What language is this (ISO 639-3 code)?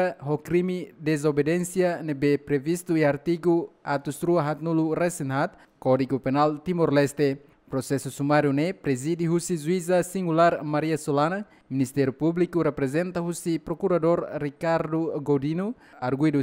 tet